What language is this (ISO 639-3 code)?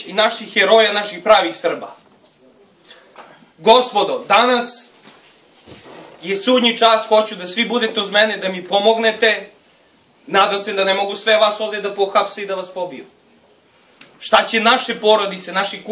srp